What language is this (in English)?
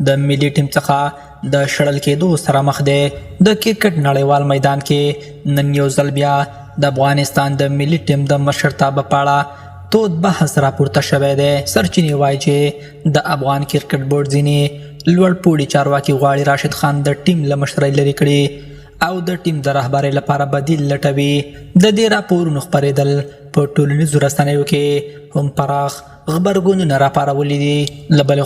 Pashto